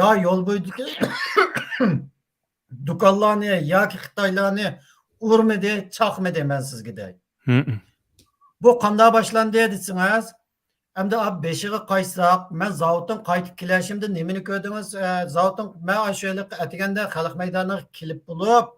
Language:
Uyghur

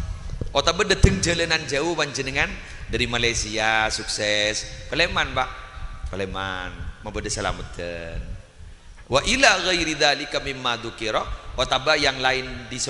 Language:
Madurese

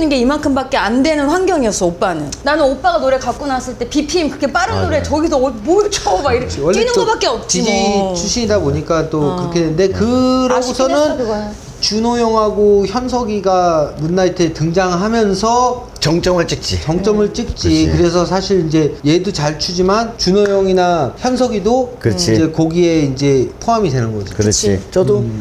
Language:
Korean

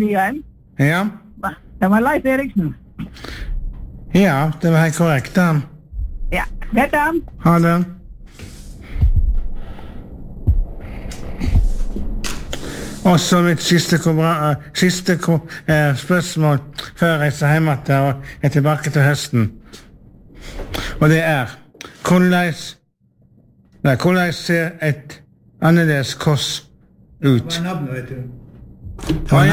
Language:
Norwegian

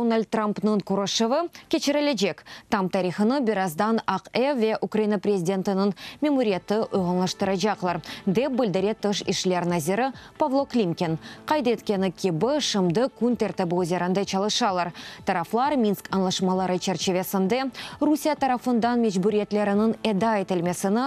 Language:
Crimean Tatar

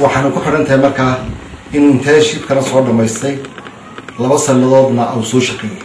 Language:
Somali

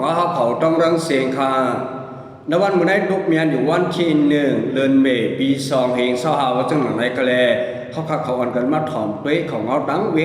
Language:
Shan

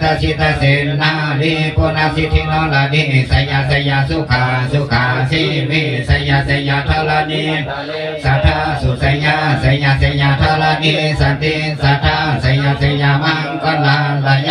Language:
Pali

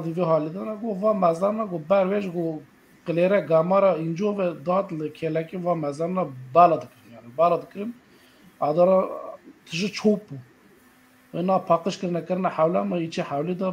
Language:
Kurdish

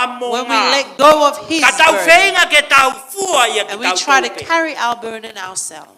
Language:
Tongan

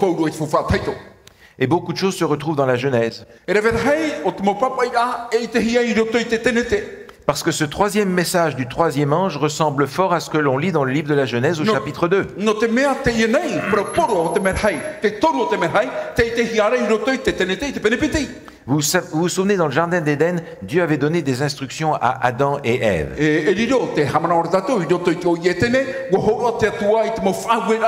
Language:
Tahitian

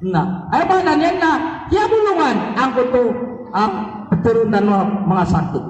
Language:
Maranao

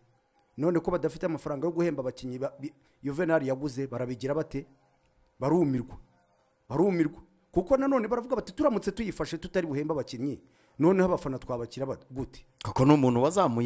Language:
Kinyarwanda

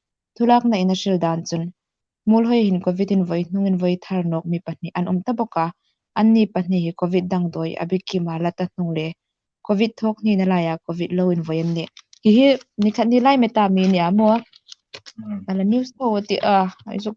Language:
Hmar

